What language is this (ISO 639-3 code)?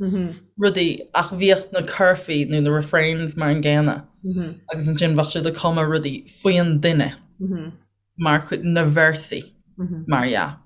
gle